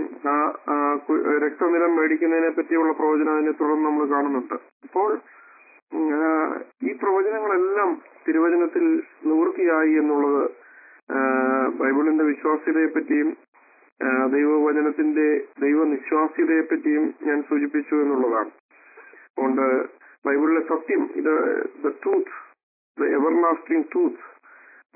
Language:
Malayalam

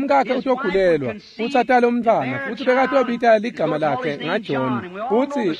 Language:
Swati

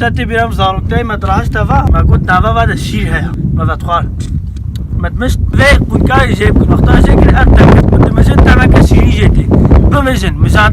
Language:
Kurdish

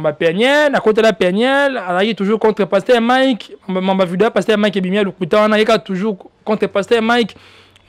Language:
Lingala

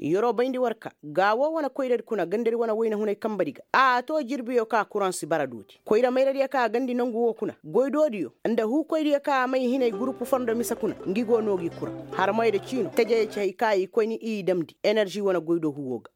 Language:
Koyraboro Senni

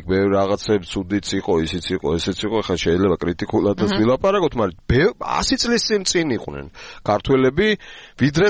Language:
Georgian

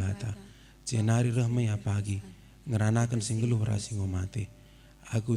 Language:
Batak Karo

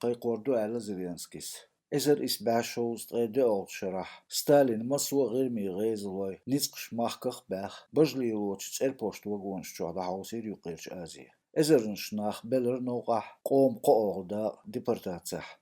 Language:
Chechen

